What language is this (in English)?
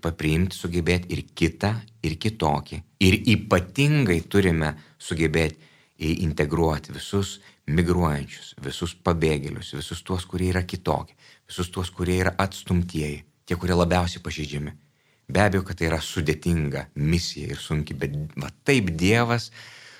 Lithuanian